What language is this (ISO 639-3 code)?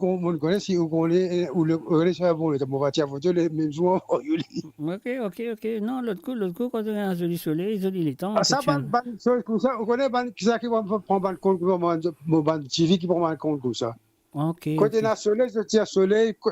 mfe